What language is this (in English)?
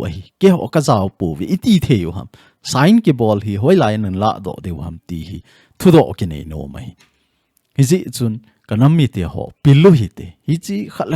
Thado Chin